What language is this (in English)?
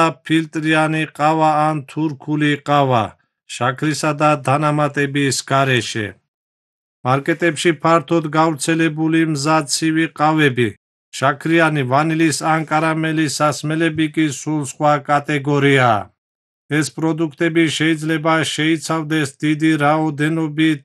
Georgian